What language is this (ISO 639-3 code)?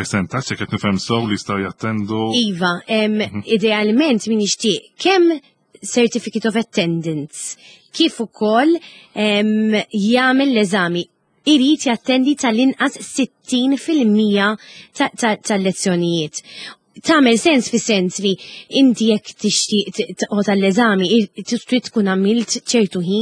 mlt